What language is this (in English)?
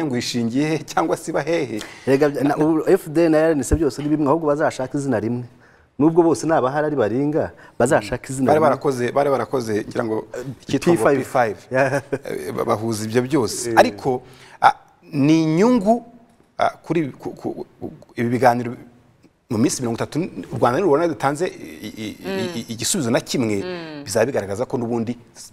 Kinyarwanda